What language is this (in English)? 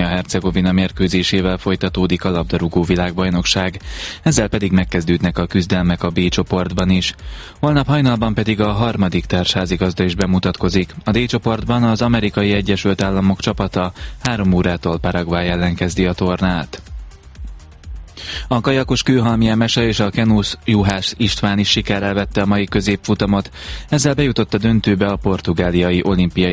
Hungarian